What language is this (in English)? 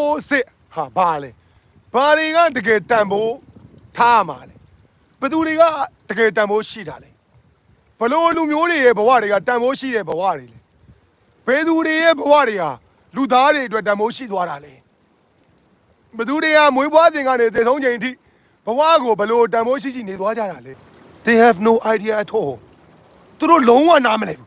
Burmese